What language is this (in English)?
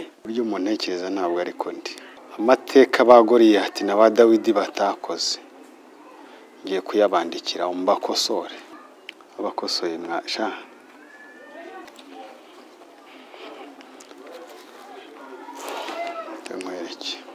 Kinyarwanda